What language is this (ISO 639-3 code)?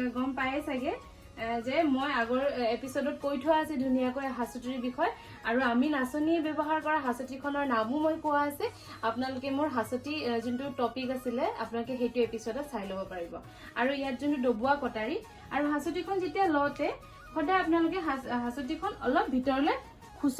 asm